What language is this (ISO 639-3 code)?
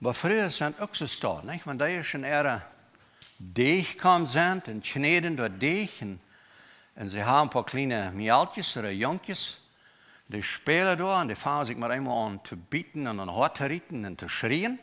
pdt